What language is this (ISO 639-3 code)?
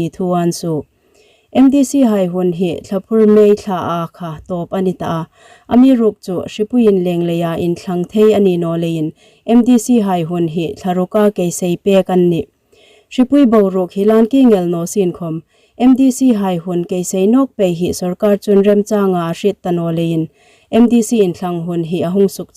hmr